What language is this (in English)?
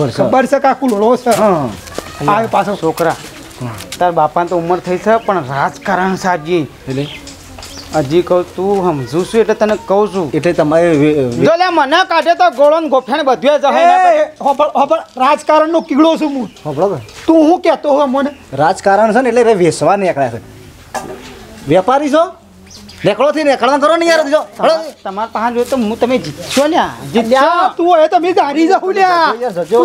Gujarati